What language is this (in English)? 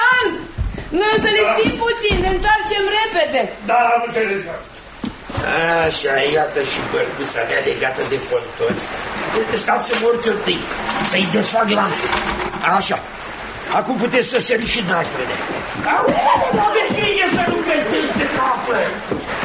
Romanian